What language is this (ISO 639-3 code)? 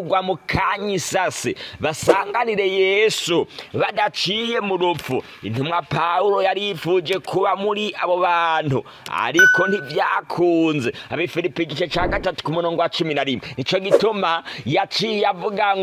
run